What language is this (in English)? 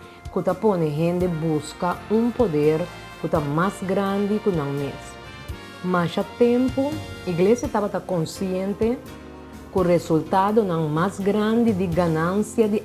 Papiamento